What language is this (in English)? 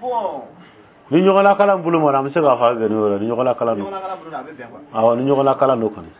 Dyula